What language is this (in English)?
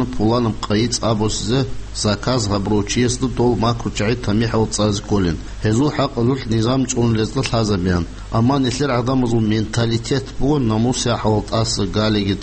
Avaric